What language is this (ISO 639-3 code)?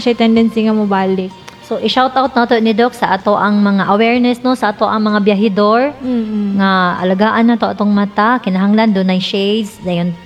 ceb